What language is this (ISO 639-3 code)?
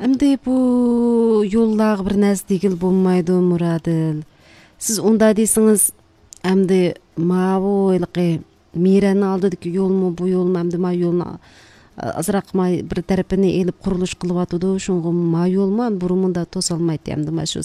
uig